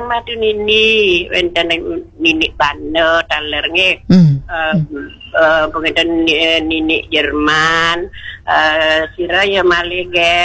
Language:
Balinese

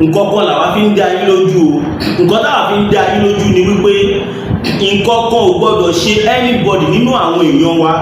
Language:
Yoruba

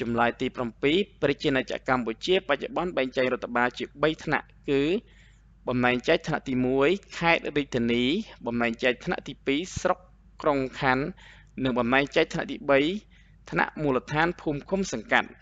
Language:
Khmer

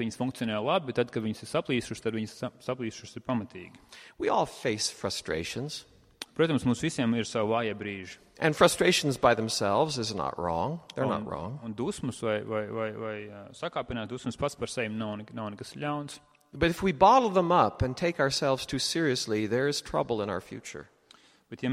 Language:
Latvian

